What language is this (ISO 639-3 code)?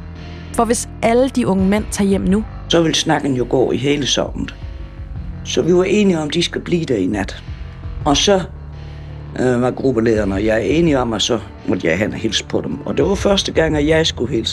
dan